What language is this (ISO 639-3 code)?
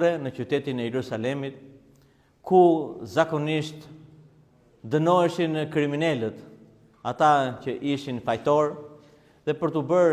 sqi